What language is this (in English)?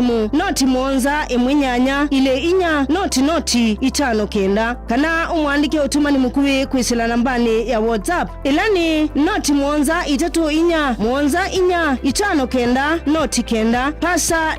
Kamba